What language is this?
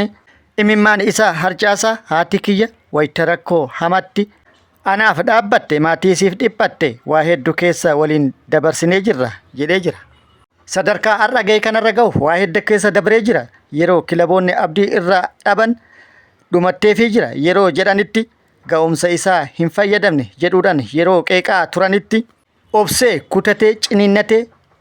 Oromo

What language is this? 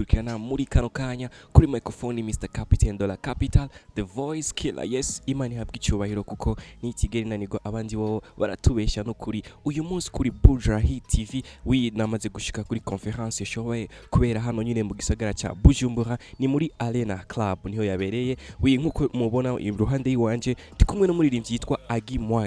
Rundi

